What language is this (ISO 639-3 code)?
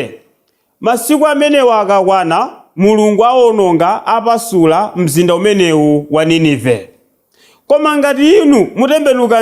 nya